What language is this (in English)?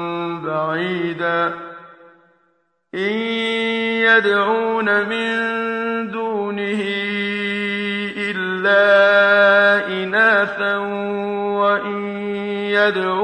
Arabic